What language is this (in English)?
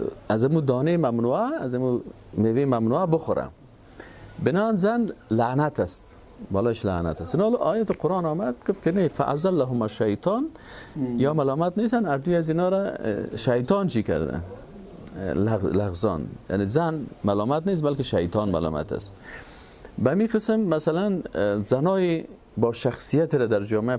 Persian